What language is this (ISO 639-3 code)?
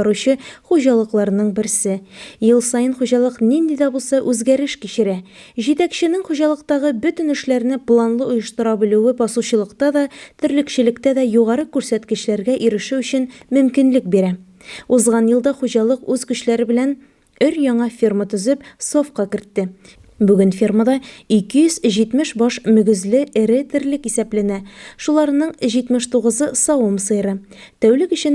tat